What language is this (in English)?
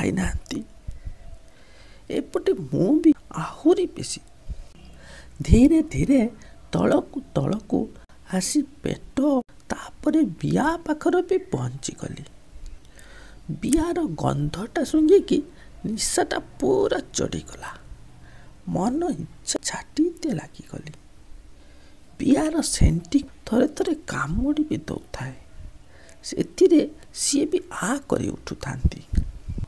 Odia